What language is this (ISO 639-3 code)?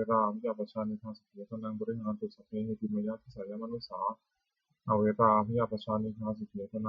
pli